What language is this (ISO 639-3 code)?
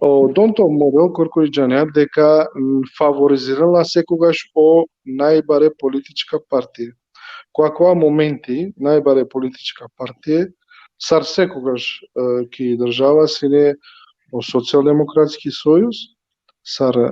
rmn